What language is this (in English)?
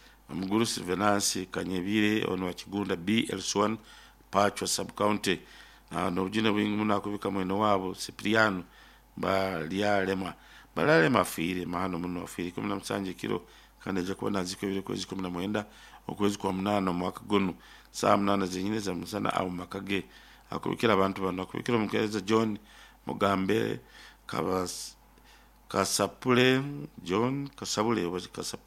Nyoro